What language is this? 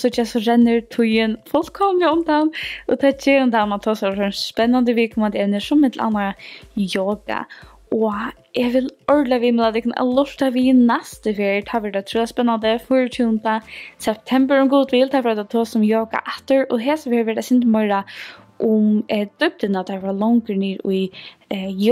Faroese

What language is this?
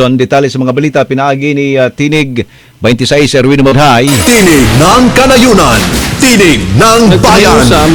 Cebuano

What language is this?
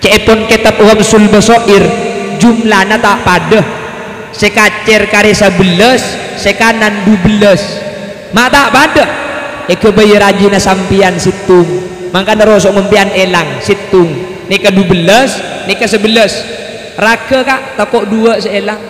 Madurese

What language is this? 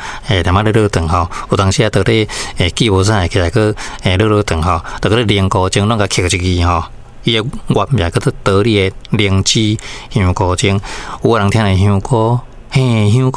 Min Nan Chinese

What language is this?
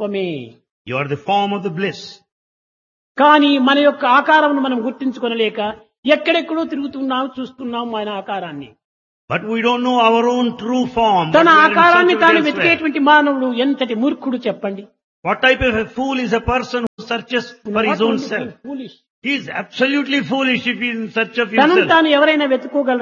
Telugu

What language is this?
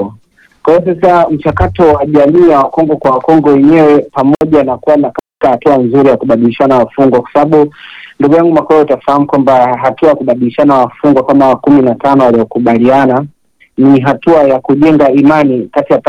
Swahili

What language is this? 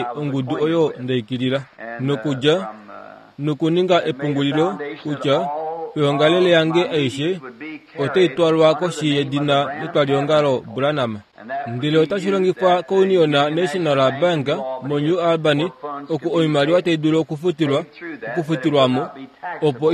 Kuanyama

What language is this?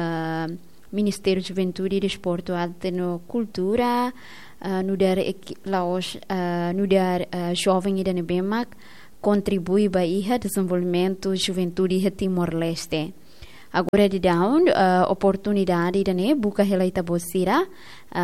Tetum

